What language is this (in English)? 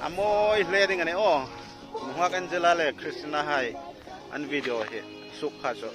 Hmar